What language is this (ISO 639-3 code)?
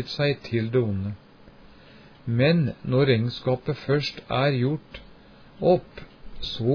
nor